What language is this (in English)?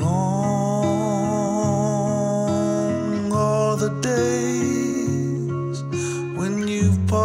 Polish